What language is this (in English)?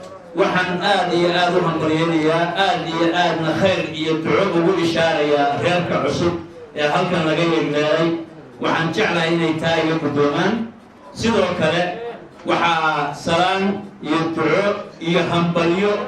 Somali